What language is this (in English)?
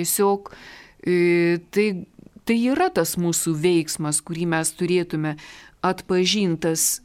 Lithuanian